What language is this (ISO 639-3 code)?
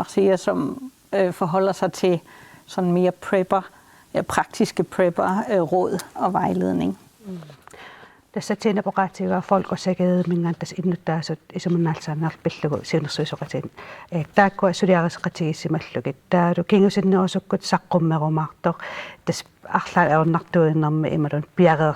kal